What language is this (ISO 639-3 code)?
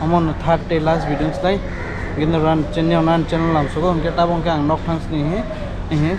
trp